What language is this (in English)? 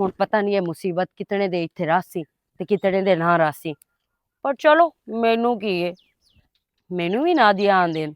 Western Panjabi